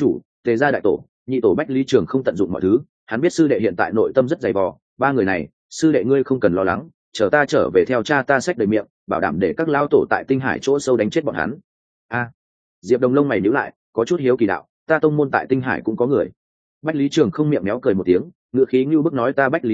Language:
Vietnamese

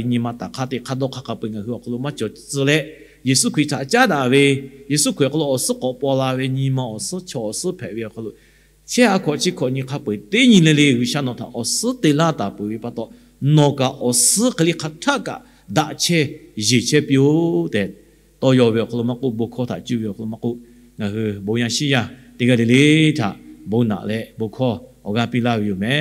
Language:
Lahu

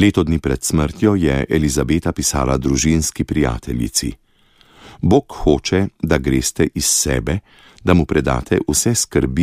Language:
Slovenian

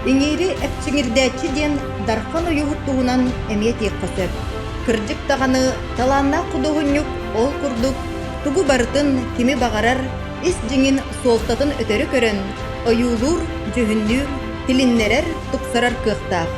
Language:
Yakut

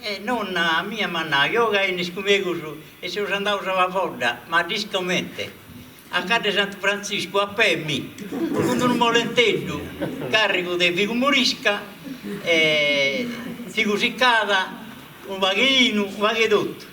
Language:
Sardinian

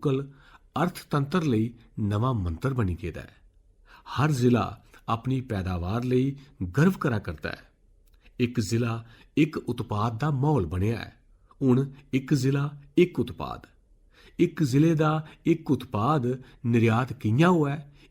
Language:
Dogri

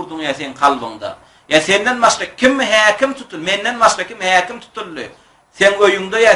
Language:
Turkmen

